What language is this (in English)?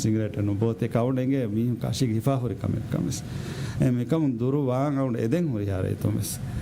Divehi